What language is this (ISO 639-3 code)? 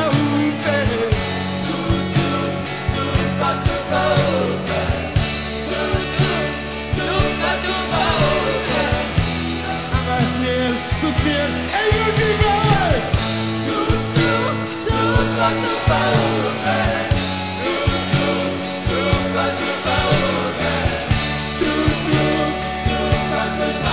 swe